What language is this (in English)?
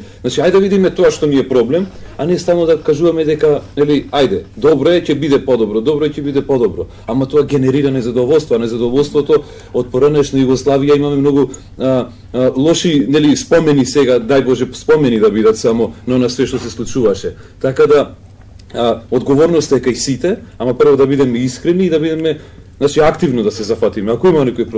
Macedonian